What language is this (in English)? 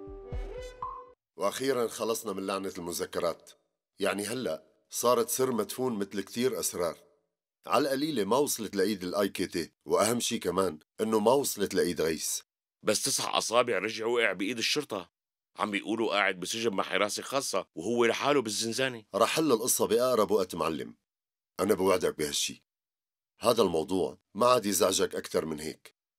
North Levantine Arabic